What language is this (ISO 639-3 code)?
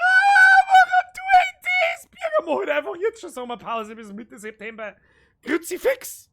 bar